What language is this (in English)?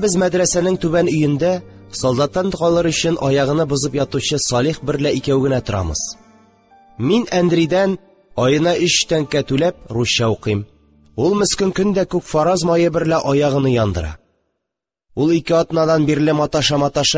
Tatar